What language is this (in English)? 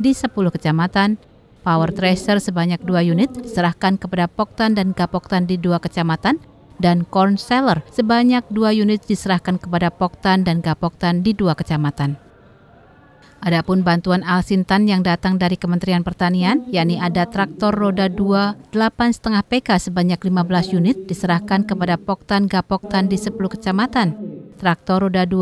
Indonesian